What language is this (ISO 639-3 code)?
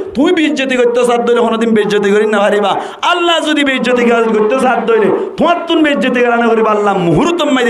rhg